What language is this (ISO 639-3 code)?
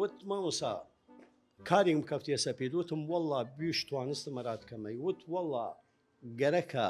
sdh